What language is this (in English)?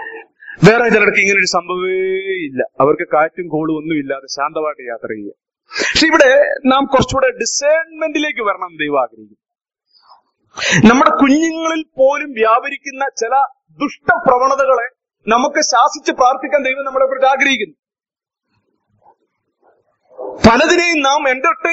Malayalam